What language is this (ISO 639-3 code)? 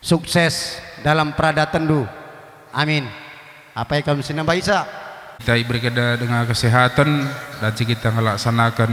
btx